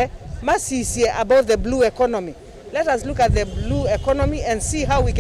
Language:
Kamba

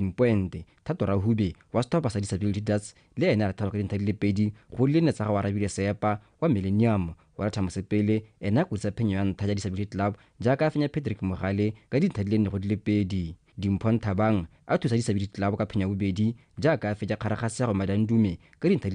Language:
Tswana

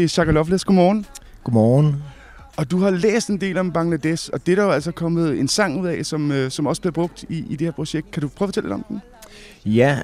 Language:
Danish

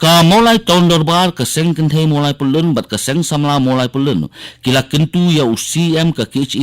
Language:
Khasi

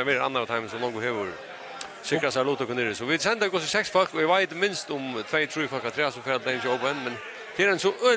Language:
Faroese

